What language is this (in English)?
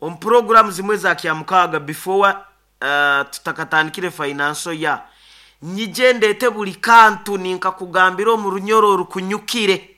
Nyoro